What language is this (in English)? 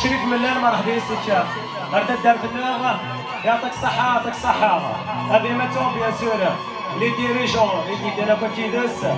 Kabyle